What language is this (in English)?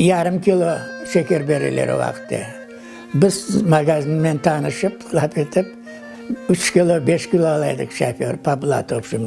Crimean Tatar